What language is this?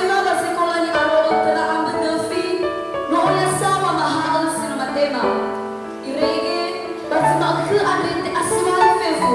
Nias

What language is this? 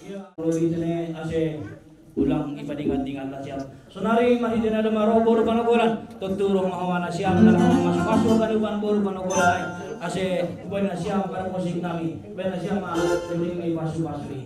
Batak Simalungun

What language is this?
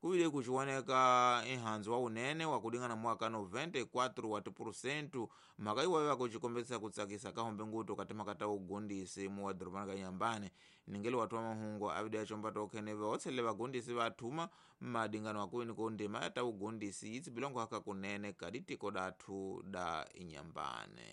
Tsonga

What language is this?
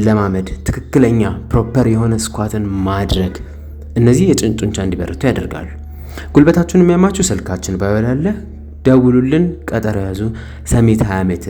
Amharic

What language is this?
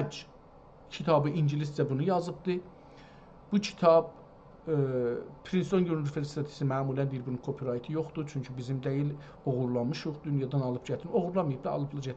South Azerbaijani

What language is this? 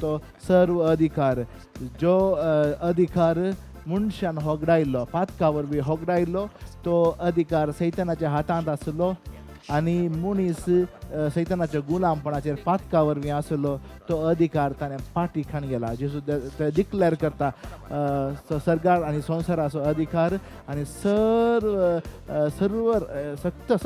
Konkani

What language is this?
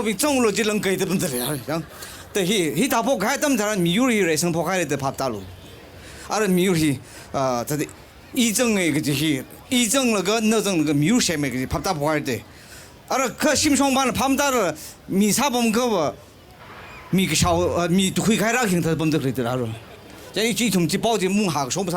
Tangkhul Naga (India)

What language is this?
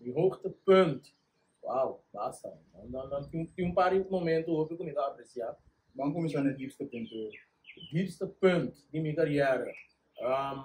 Papiamento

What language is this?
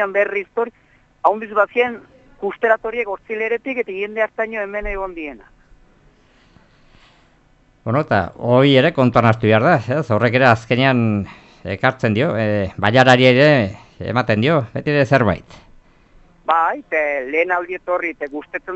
Basque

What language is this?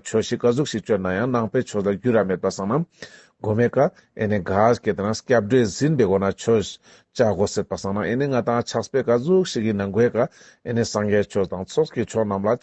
Ladakhi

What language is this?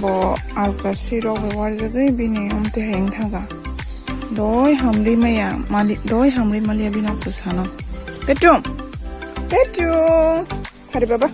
Kok Borok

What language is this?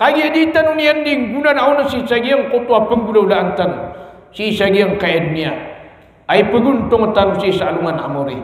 Maranao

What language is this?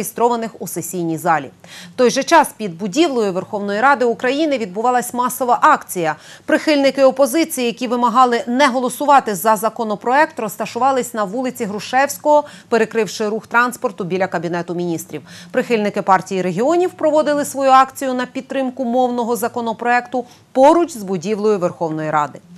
Ukrainian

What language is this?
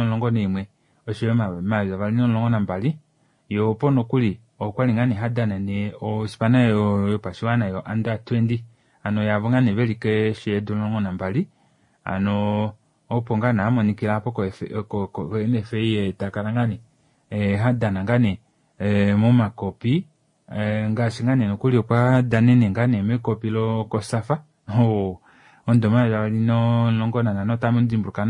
Kuanyama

